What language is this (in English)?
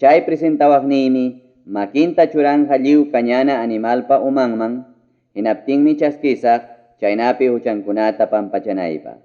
Ayacucho Quechua